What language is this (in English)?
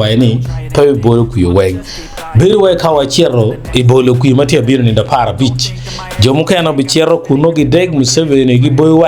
Acoli